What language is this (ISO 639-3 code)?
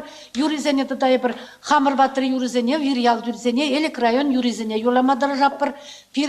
chv